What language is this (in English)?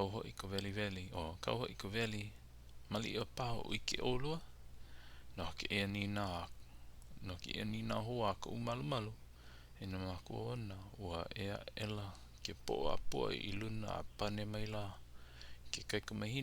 Hawaiian